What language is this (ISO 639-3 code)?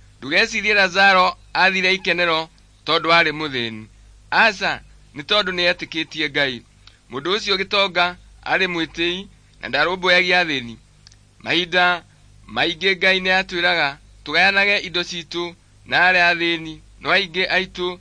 kik